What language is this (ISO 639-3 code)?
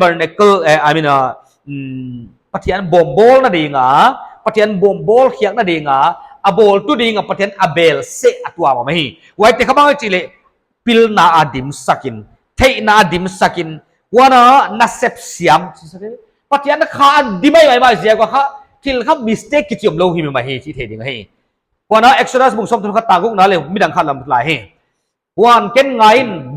pck